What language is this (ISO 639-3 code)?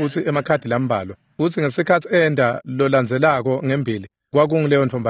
ssw